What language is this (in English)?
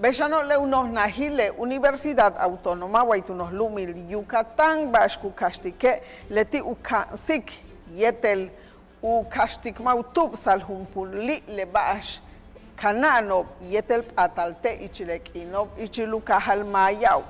Yucateco